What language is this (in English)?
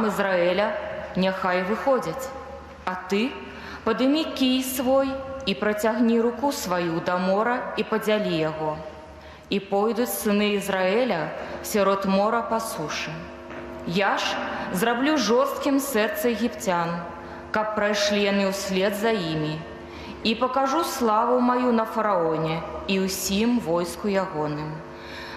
Belarusian